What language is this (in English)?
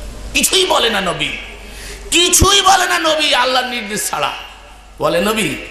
Bangla